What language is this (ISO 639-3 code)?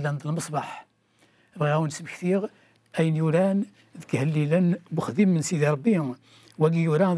kab